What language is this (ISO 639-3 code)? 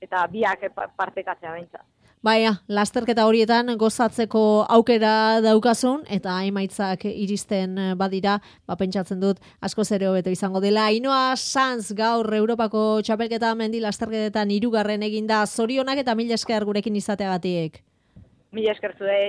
eus